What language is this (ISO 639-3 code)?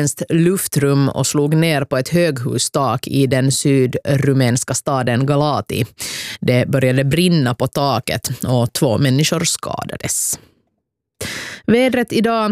swe